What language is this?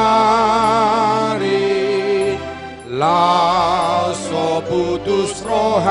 Batak Toba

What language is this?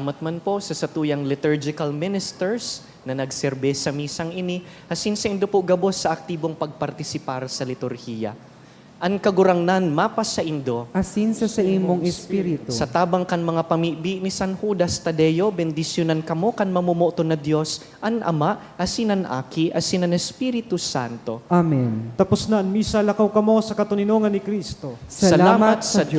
Bikol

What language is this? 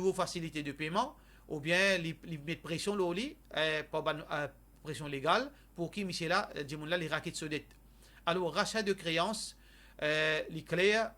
Morisyen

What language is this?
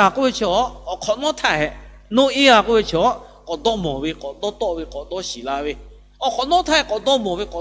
Lahu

